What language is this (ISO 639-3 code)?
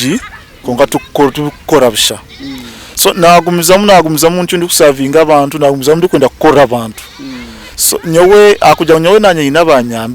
nyn